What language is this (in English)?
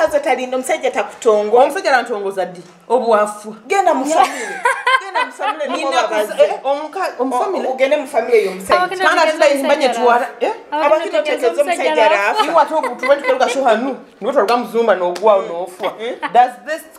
Nyoro